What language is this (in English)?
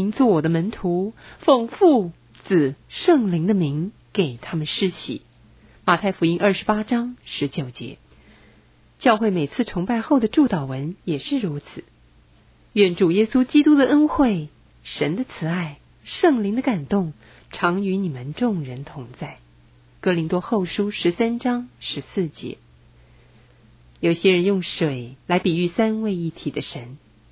Chinese